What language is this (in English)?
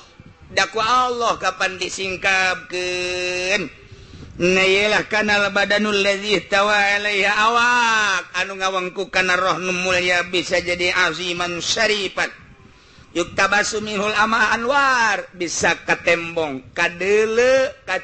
Sundanese